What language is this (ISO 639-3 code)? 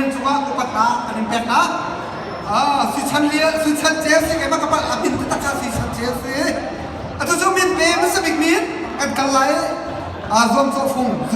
cnh